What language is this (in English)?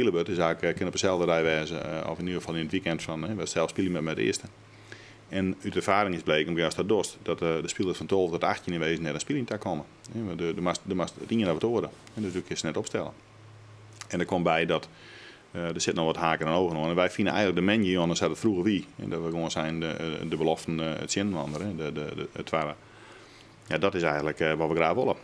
Western Frisian